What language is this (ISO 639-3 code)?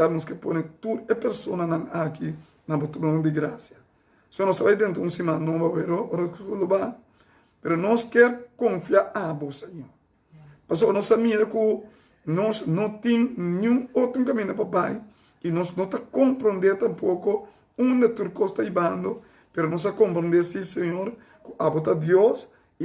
pap